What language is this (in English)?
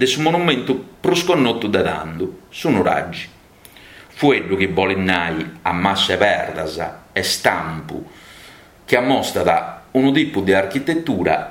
Sardinian